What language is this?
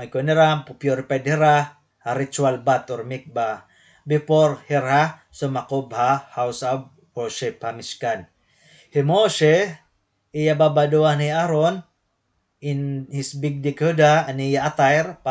Waray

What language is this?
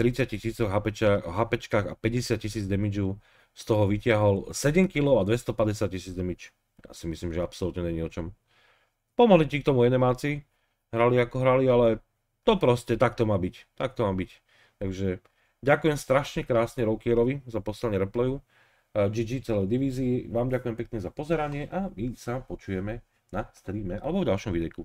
Slovak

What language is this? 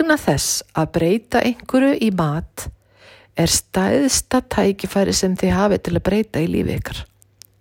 Icelandic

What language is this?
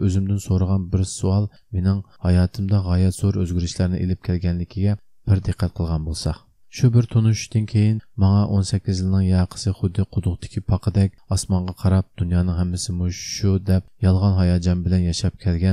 Uyghur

